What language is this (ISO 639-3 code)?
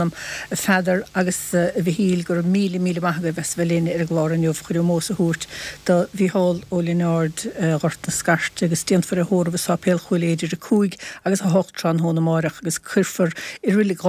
gle